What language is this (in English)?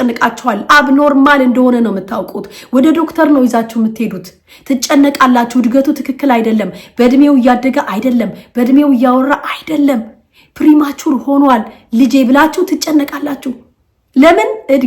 Amharic